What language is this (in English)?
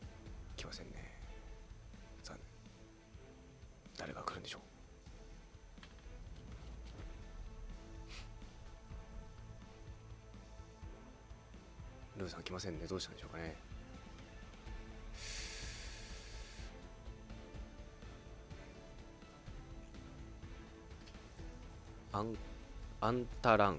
Japanese